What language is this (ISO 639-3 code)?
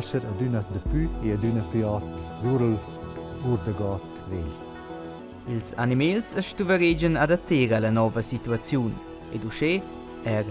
roh